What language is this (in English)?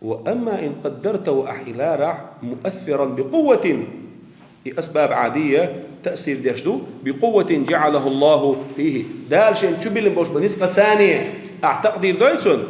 Chechen